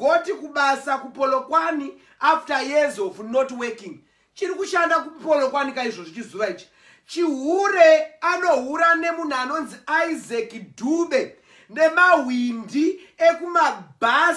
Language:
Shona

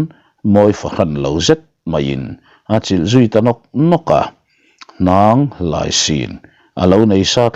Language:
Mizo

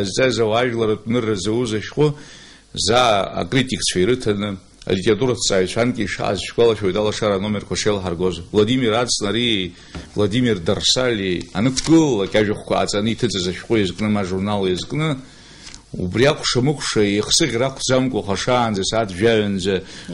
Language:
Abkhazian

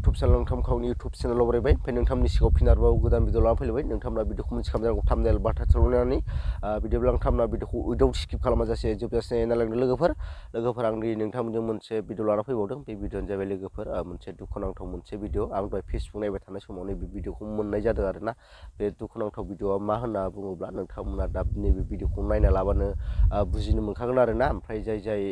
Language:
Bodo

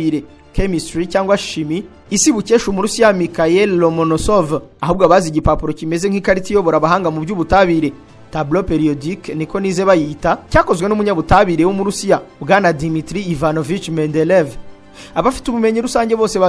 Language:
Kinyarwanda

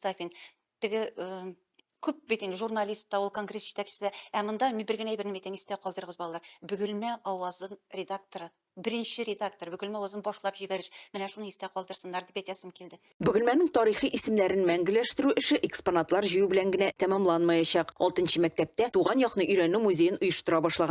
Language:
Tatar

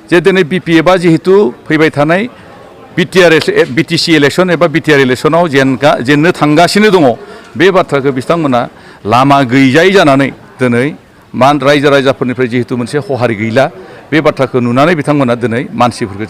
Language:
Bodo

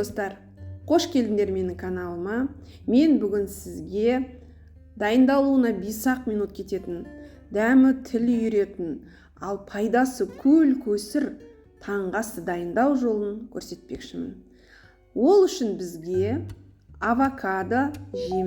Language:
Kazakh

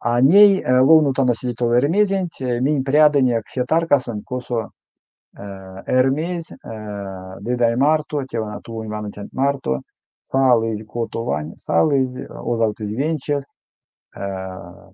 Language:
Erzya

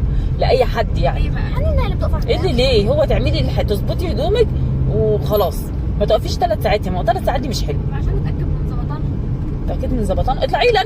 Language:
Egyptian Arabic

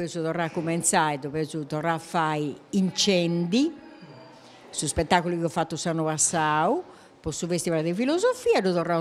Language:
Sardinian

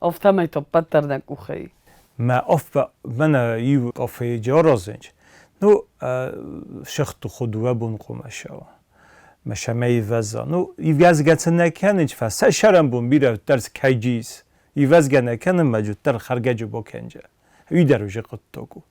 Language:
Ossetic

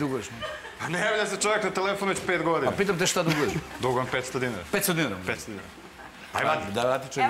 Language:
Serbian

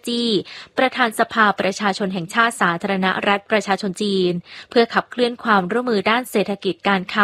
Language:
Thai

